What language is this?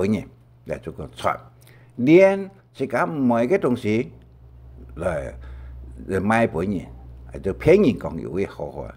Hakka Chinese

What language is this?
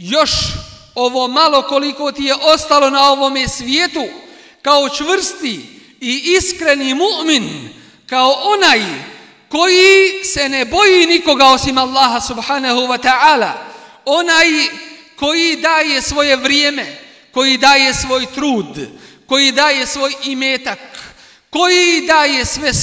Bosnian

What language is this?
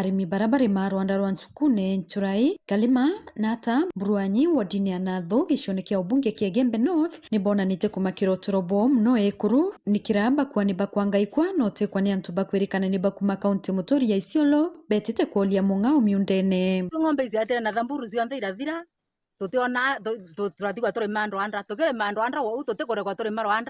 Meru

